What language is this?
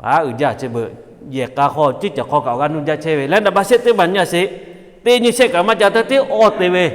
Lahu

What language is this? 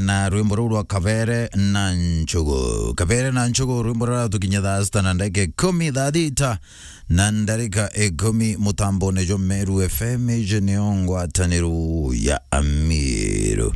Meru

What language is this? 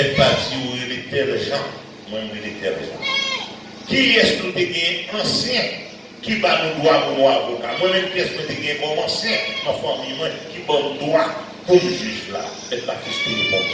Haitian Creole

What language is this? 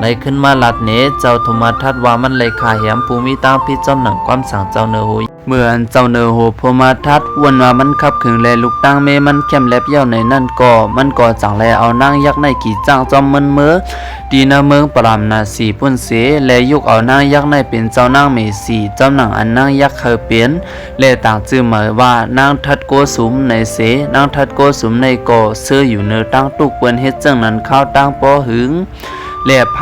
Shan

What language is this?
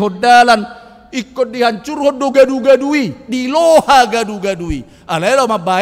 Batak Toba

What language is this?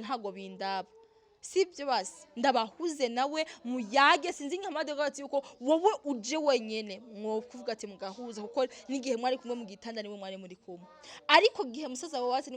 Rundi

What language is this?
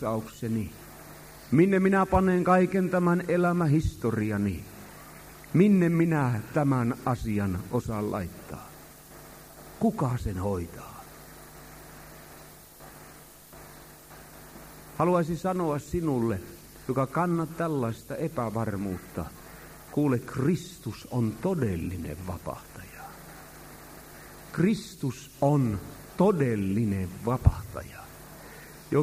Finnish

